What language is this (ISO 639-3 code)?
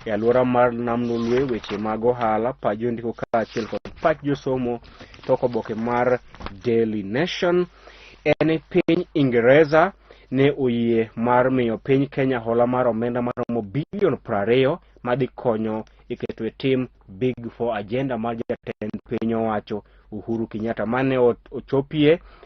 luo